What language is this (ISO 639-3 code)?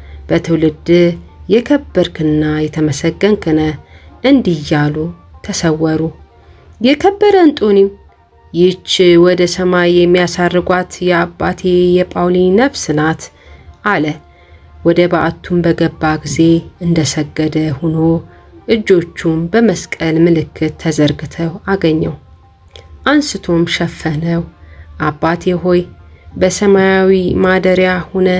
amh